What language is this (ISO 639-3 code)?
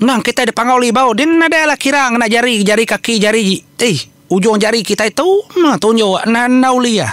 iba